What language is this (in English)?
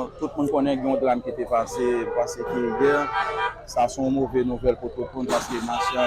Haitian Creole